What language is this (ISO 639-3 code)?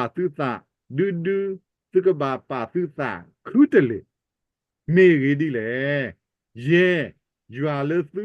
ksw